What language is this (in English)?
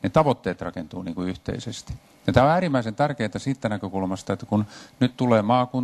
Finnish